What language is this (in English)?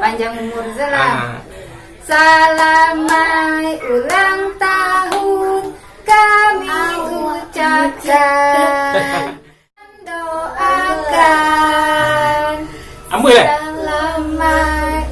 Minangkabau